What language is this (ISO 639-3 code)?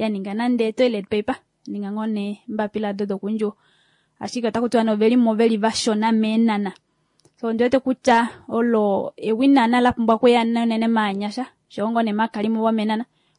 kua